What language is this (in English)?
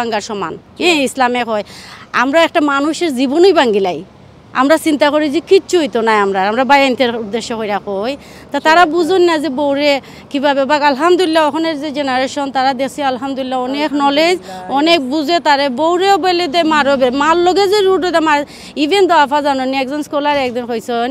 Sylheti